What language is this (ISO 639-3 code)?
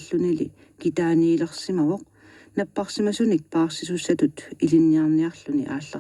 kal